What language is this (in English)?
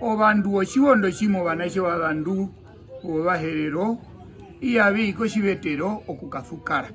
Herero